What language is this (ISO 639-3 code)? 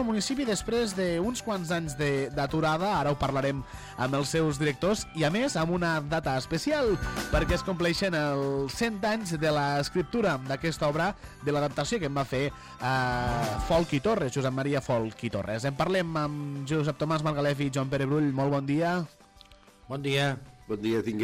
cat